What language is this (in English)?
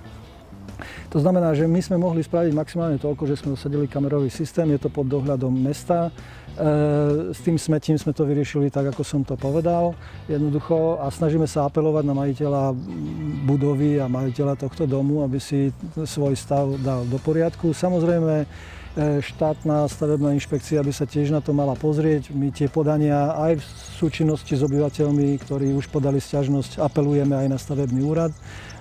Slovak